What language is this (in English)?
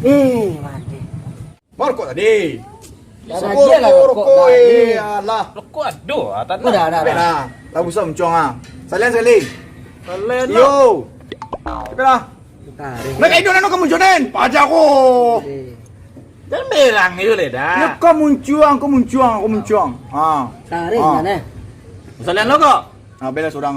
Minangkabau